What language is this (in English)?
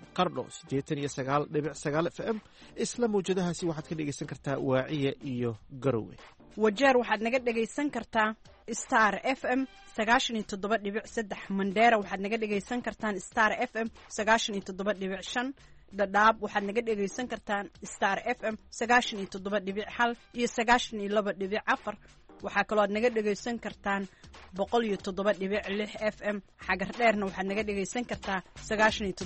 Somali